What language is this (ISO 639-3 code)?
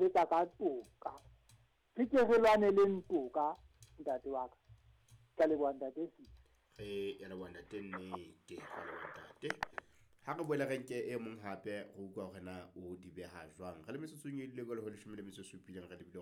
sot